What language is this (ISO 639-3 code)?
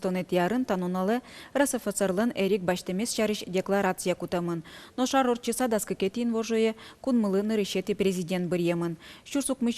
udm